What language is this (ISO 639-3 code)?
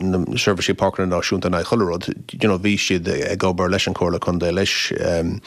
gle